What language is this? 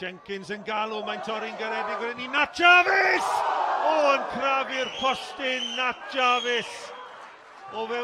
Welsh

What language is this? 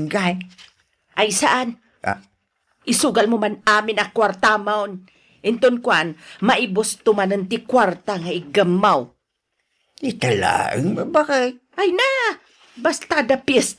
Iloko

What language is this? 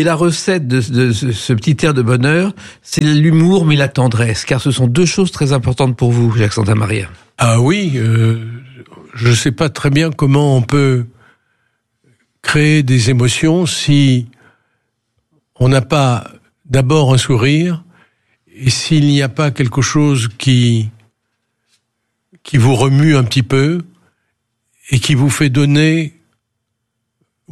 French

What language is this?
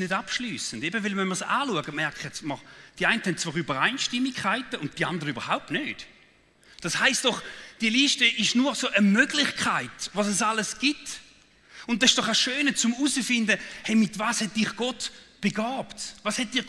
Swiss German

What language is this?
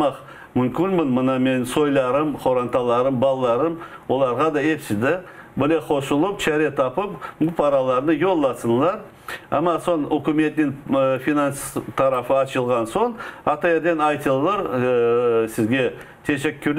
Crimean Tatar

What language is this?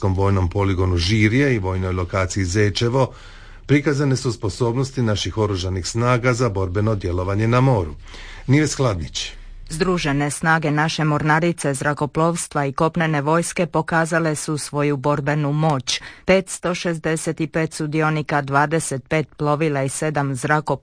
Croatian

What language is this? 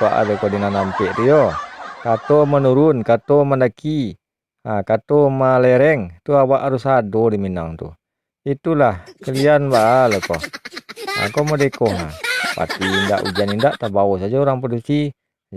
Minangkabau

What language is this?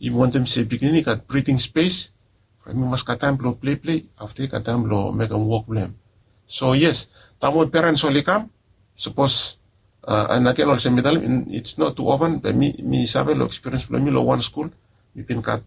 Bislama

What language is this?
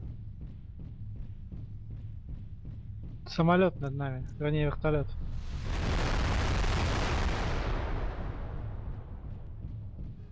Russian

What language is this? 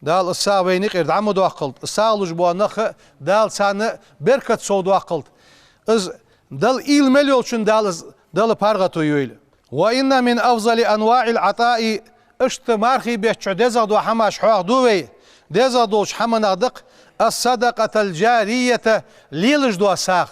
Ingush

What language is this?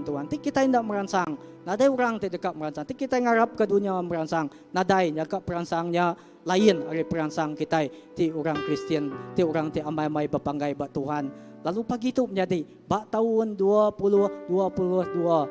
Iban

